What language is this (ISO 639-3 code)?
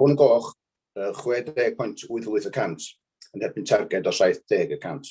cym